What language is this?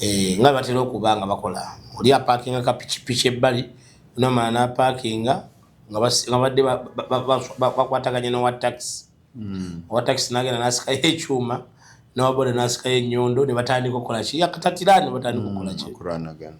Ganda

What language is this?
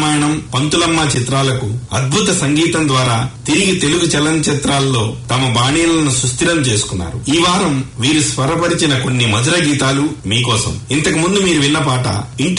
Telugu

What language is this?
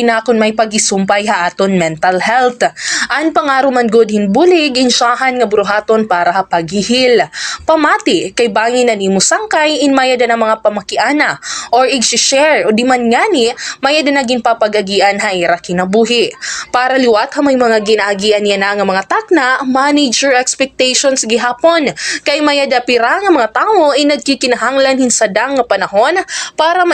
Waray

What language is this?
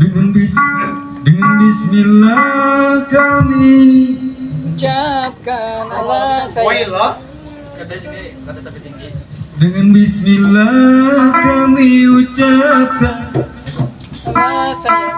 Banjar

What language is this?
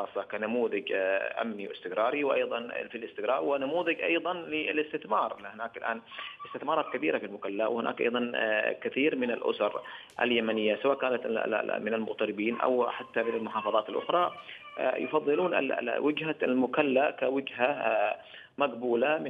Arabic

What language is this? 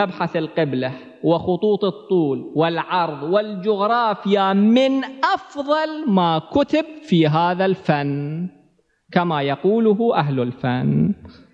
Arabic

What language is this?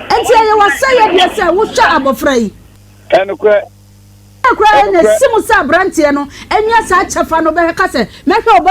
Akan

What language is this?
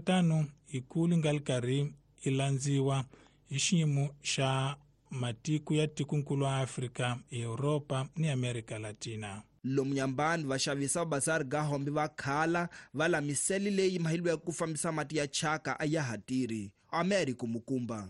Tsonga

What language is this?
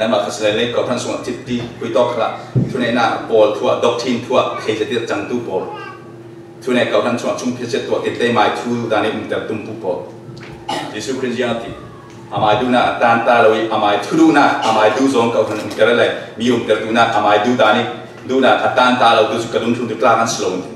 Falam Chin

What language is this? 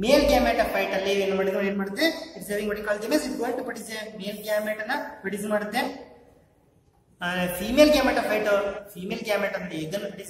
Kannada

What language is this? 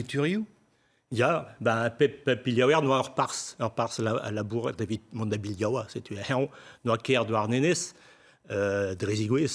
Breton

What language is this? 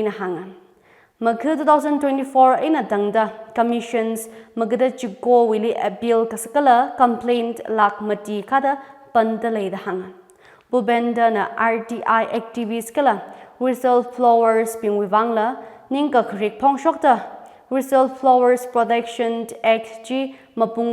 Tangkhul Naga (India)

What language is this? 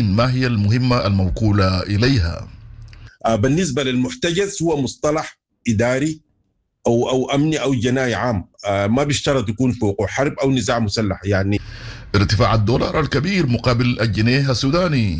Sudanese Arabic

